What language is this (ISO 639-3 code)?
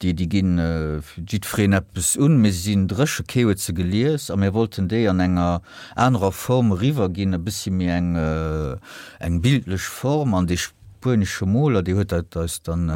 ltz